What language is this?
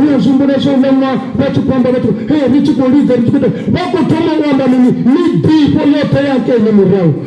Venda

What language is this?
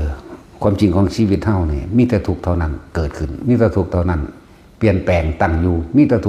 Northeastern Thai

